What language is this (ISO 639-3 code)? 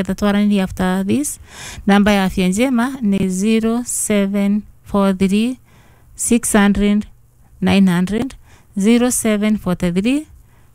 kik